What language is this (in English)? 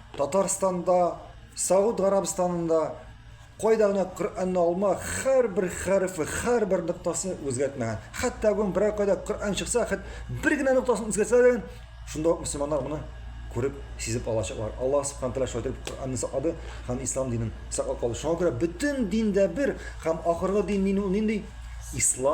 Tatar